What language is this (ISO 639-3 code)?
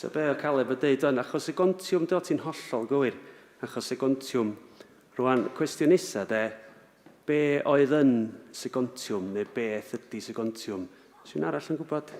cym